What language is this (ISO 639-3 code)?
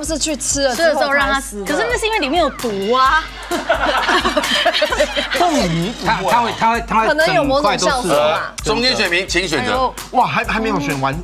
zho